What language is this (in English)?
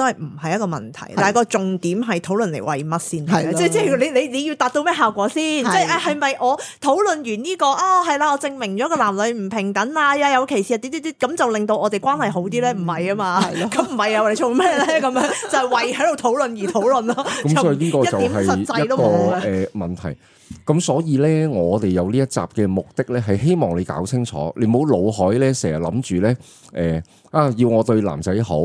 Cantonese